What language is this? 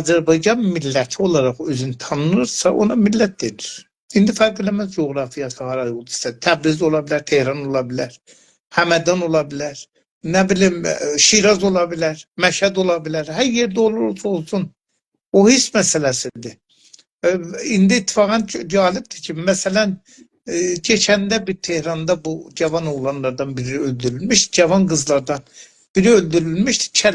South Azerbaijani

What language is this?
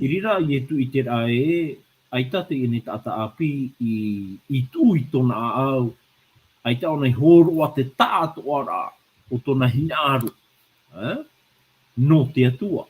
Tahitian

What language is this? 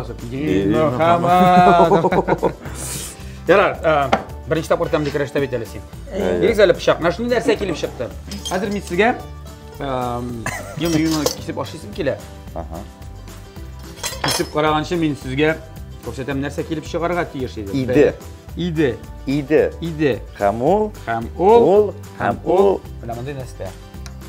Tatar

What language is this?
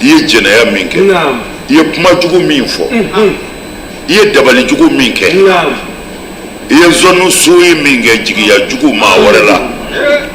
Bambara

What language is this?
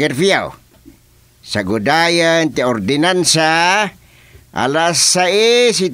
Iloko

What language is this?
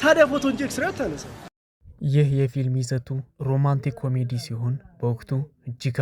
Amharic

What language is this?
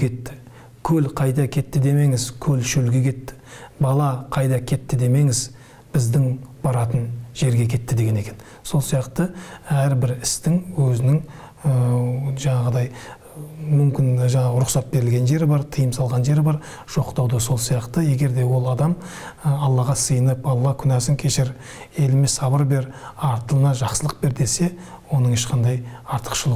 Kazakh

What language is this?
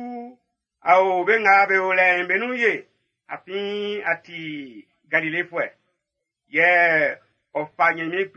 Baoulé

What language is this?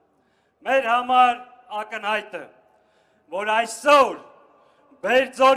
Armenian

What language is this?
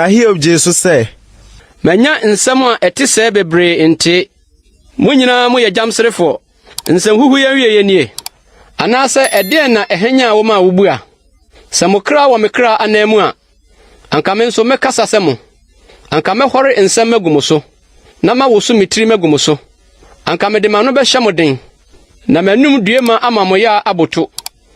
Akan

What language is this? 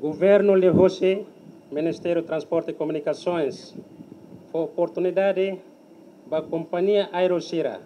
Tetum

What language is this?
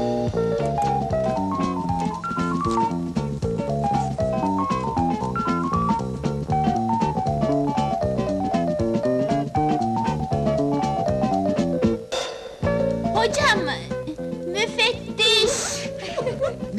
Turkish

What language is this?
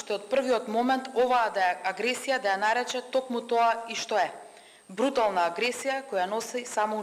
Macedonian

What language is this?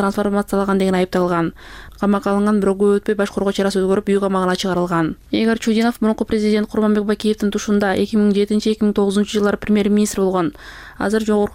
Kyrgyz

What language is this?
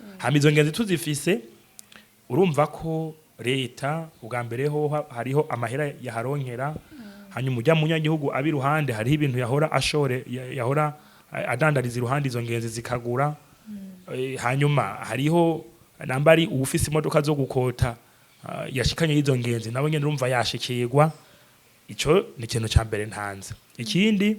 Rundi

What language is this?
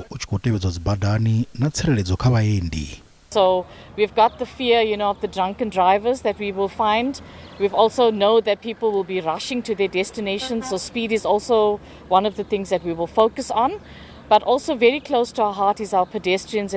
Venda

